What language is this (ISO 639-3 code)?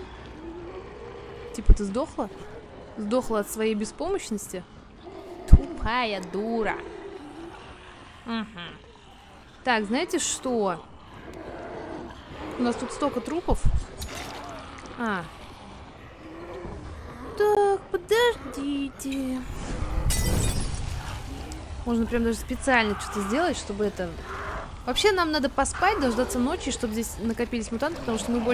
rus